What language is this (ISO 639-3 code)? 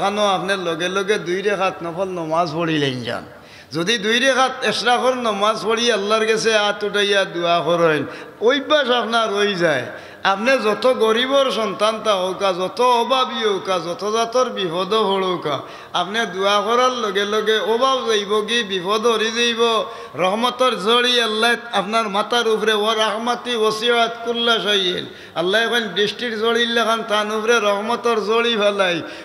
syl